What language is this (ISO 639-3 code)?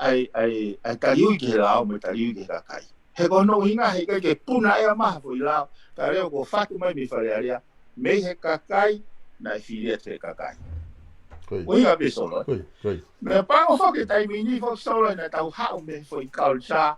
ton